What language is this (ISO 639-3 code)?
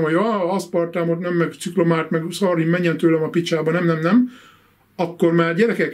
hun